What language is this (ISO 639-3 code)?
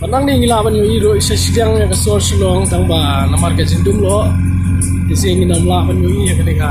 kha